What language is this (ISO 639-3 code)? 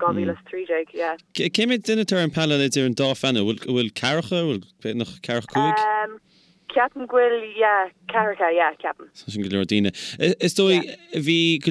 gle